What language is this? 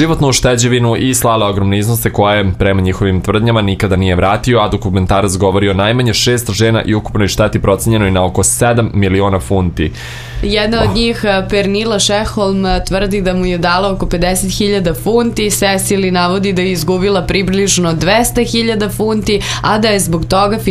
Serbian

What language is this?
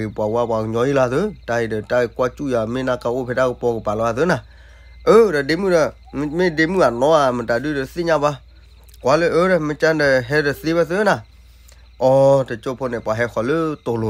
S'gaw Karen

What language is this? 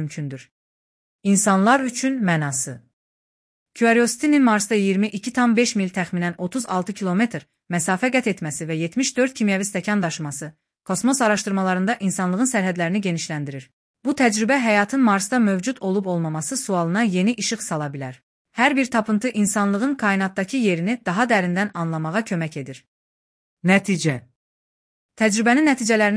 Azerbaijani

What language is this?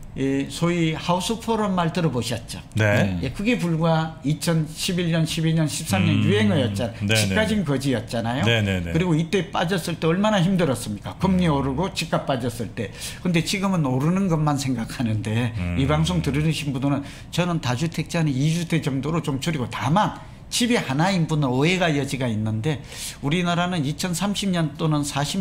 Korean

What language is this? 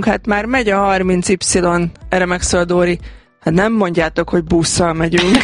Hungarian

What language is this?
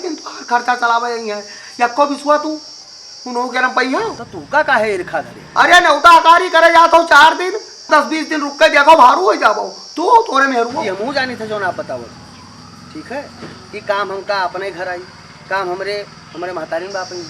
Awadhi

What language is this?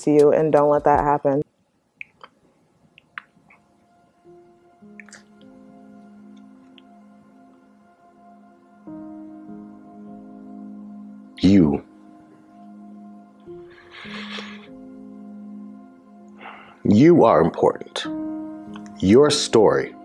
English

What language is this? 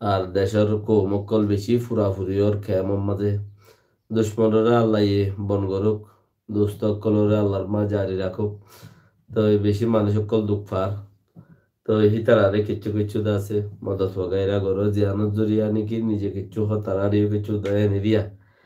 Rohingya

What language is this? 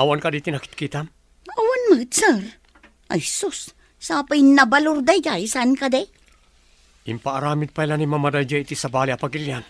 Iloko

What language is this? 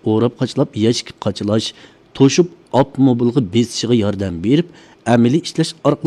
Uyghur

